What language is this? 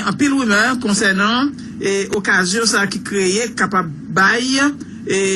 Haitian Creole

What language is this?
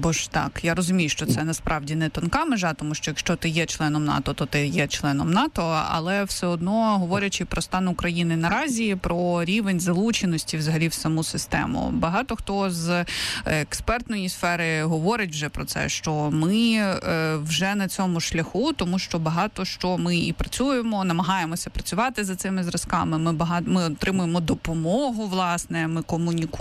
Ukrainian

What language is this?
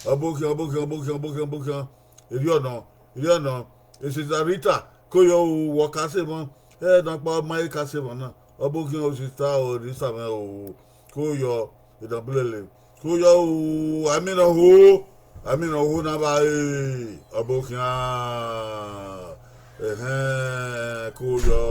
Bini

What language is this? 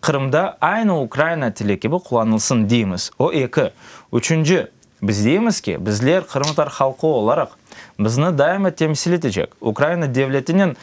Crimean Tatar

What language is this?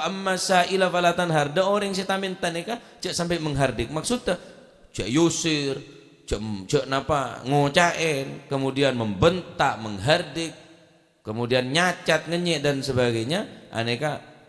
Madurese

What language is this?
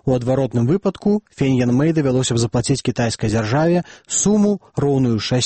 Belarusian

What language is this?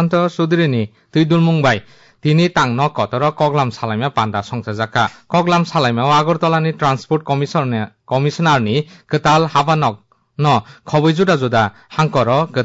Kok Borok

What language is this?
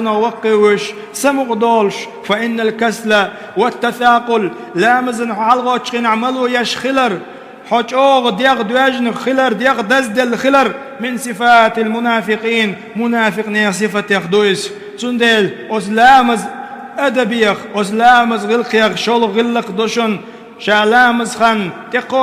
Chechen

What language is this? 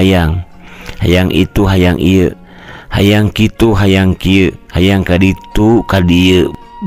Sundanese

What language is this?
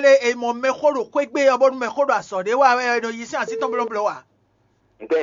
Fon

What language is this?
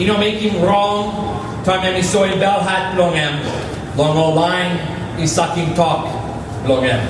Tok Pisin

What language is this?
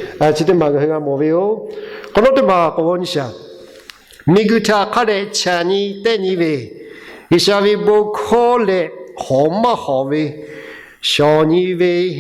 Lahu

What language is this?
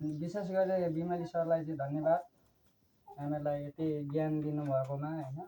Nepali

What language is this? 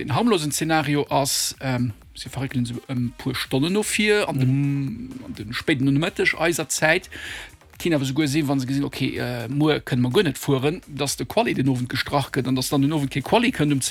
Luxembourgish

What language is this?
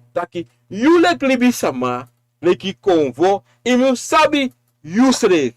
Sranan Tongo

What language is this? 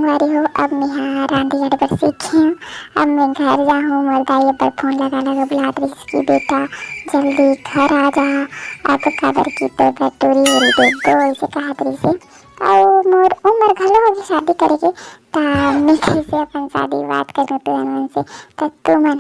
Chhattisgarhi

